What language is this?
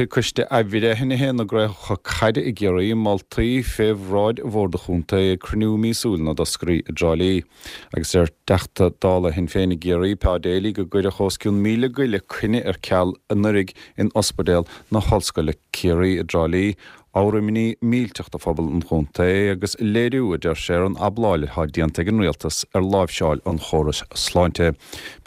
Irish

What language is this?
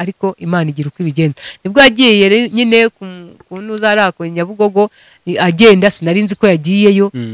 Kinyarwanda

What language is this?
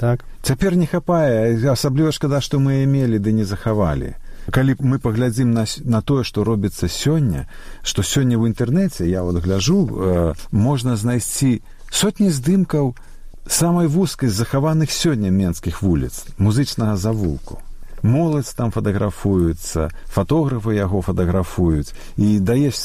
Belarusian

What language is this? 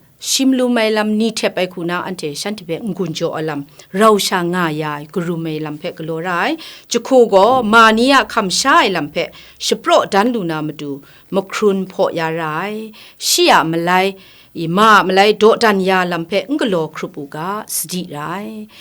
Kachin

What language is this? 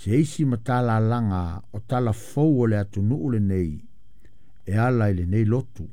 Samoan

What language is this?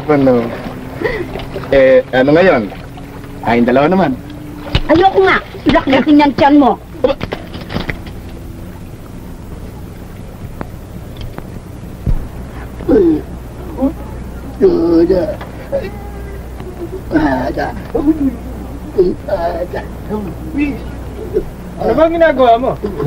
Filipino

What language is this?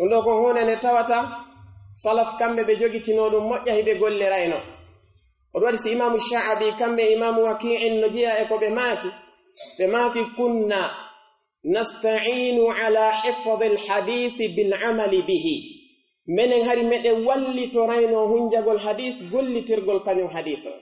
Pular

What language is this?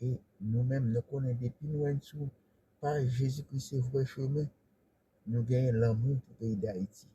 Haitian Creole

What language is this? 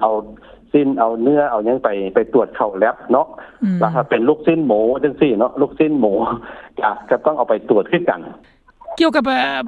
Lao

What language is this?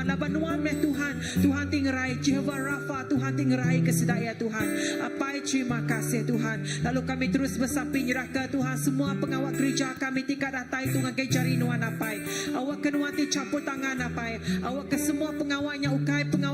Iban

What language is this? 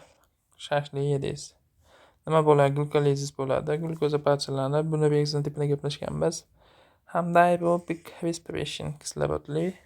Uzbek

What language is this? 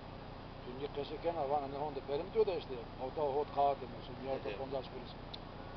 Zaza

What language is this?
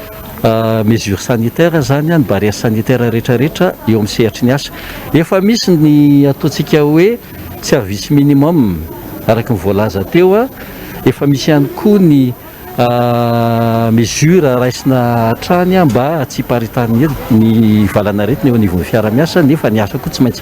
Malagasy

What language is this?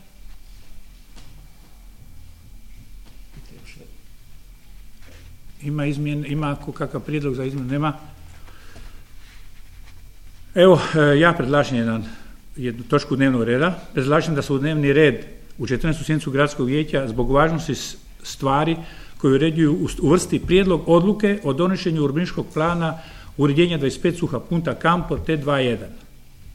Croatian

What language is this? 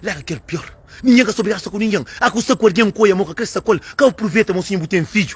Kabuverdianu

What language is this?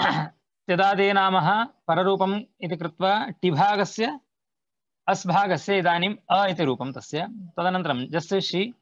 Sanskrit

